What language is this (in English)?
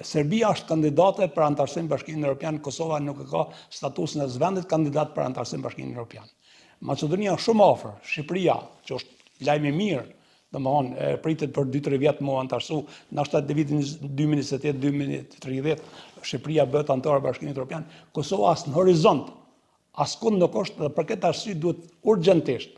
Albanian